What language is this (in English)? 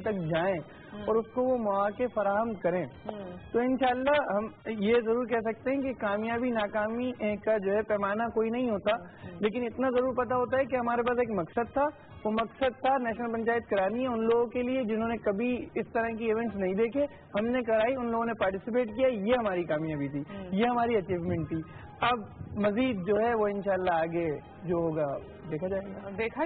Urdu